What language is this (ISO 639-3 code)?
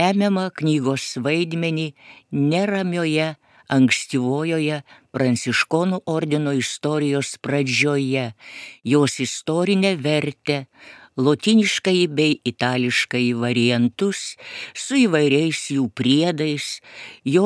lit